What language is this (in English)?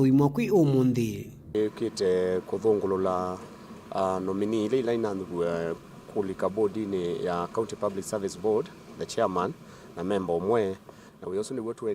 Kamba